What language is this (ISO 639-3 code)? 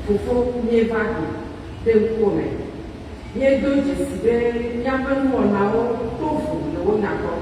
ewe